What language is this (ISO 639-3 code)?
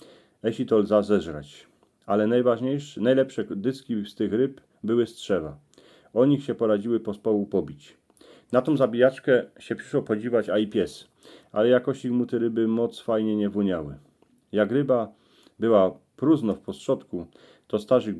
szl